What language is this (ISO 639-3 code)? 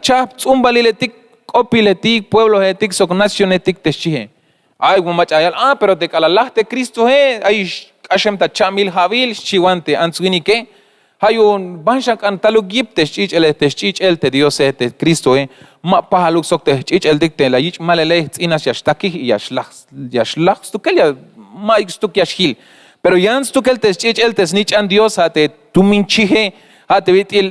tzh